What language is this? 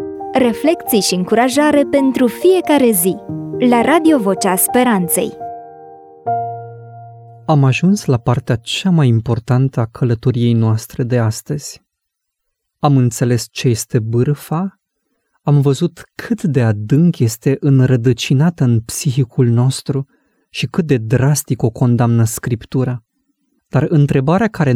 Romanian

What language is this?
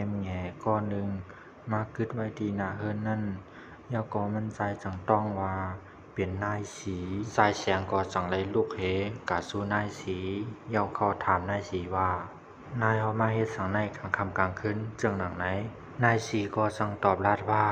Shan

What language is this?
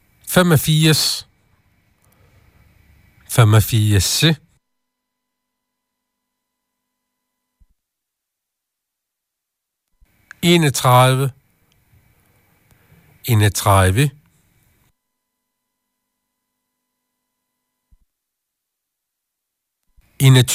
Danish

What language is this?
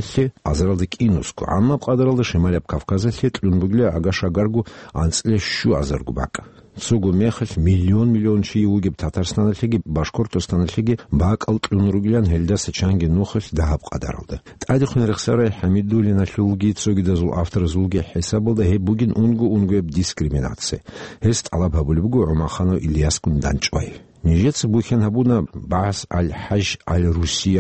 Avaric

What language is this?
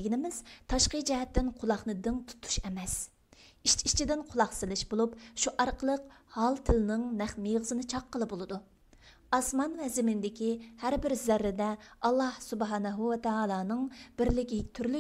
Uyghur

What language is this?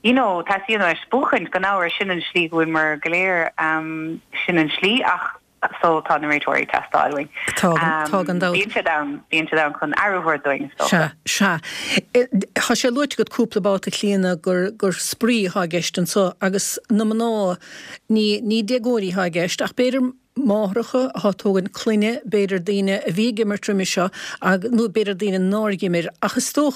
Irish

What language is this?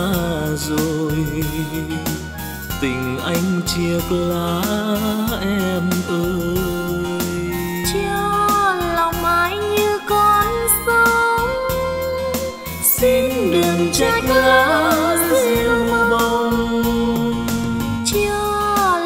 Vietnamese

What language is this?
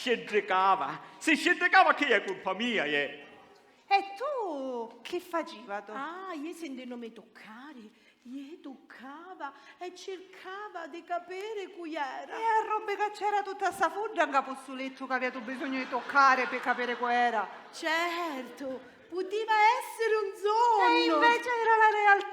Sicilian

